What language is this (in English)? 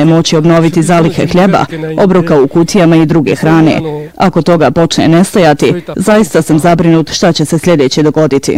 Bosnian